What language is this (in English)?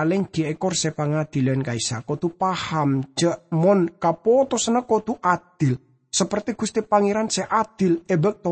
Madurese